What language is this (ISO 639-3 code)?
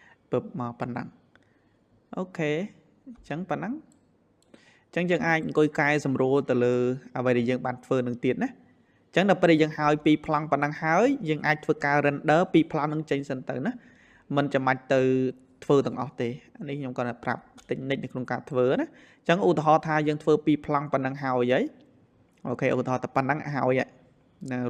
khm